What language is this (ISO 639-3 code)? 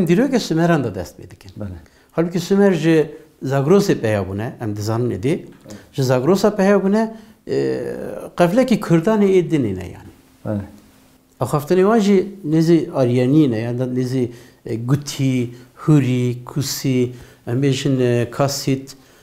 kur